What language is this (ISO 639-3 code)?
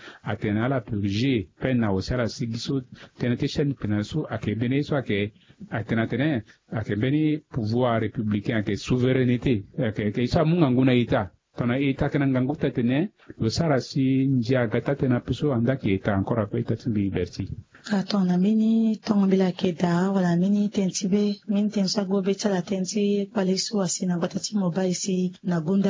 sag